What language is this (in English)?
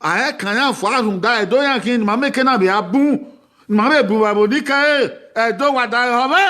Bini